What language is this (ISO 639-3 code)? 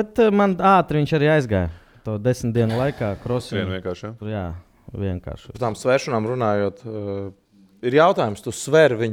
lav